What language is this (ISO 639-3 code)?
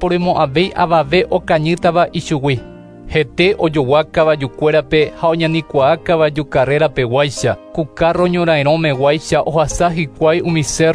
grn